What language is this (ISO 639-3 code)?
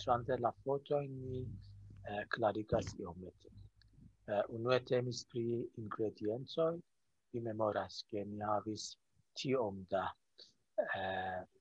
epo